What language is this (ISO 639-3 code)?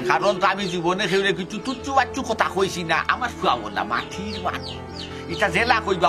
syl